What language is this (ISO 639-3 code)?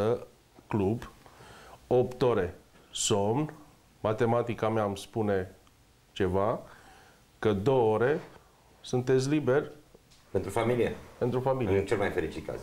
ron